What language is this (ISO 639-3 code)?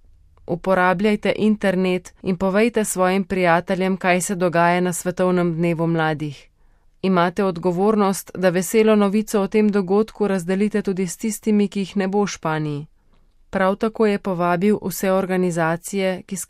slv